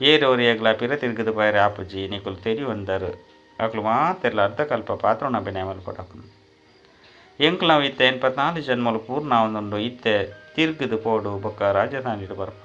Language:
Tulu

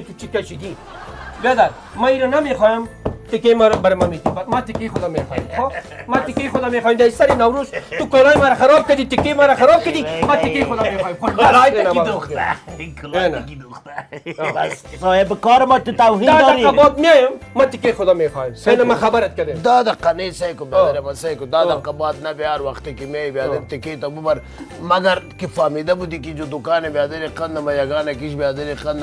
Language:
Persian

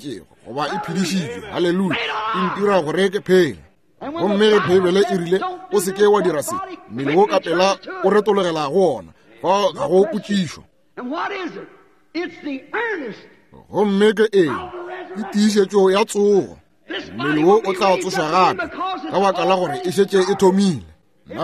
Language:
Northern Sotho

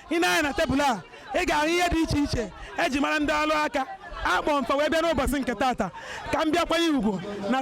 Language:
Igbo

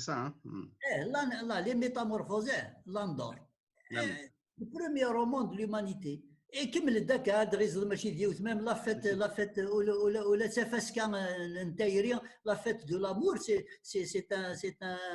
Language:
Kabyle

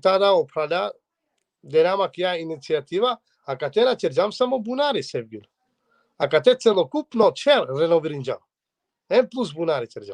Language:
Balkan Romani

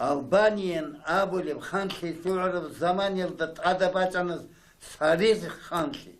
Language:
Avaric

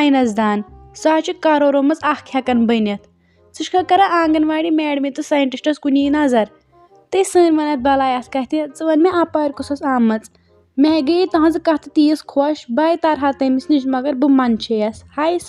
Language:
Kashmiri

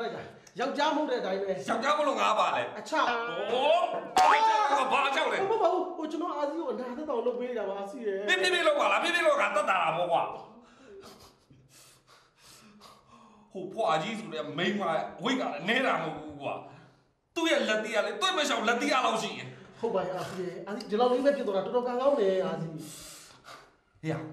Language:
Burmese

